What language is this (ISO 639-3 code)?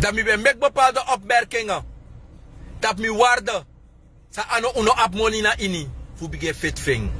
srn